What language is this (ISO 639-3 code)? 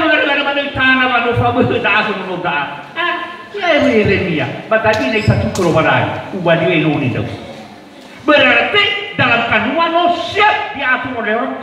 nia